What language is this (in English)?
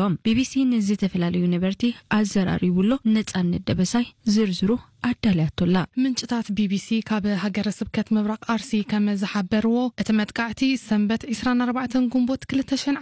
Tigrinya